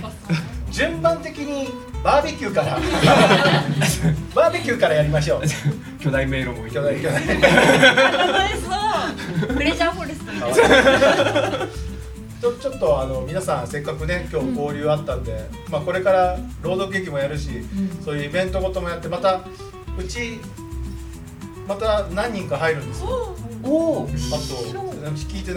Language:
Japanese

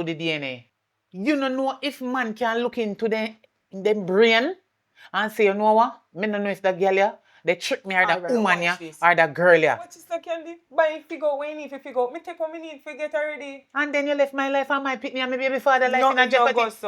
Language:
Jamaican Creole English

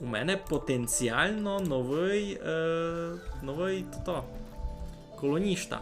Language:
Rusyn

